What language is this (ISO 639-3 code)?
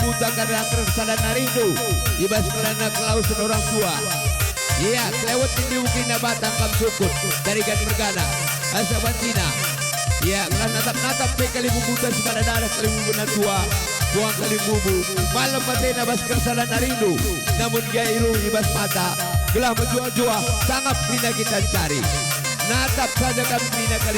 btx